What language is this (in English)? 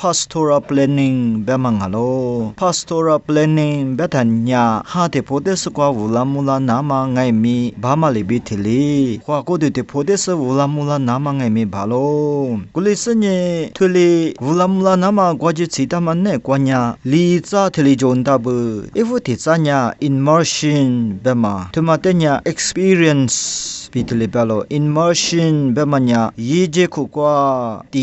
Lisu